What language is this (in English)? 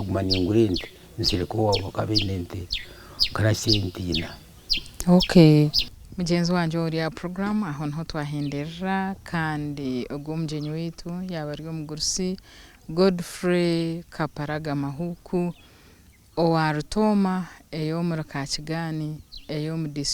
Nyankole